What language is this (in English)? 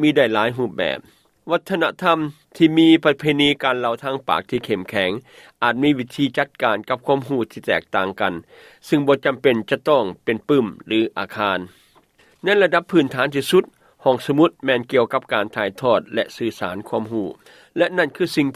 Lao